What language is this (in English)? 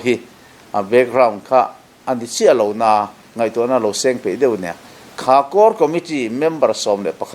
Mizo